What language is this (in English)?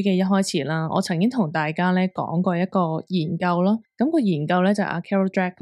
Cantonese